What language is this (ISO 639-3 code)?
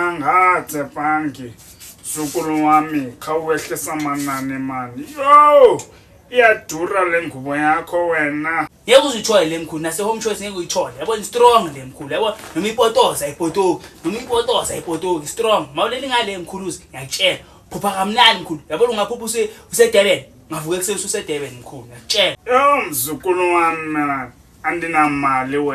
zul